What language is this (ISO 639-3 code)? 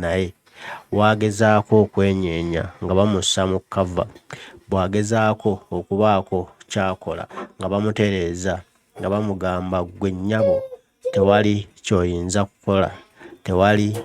lug